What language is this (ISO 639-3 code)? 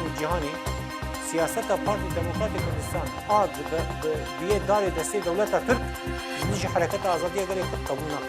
kur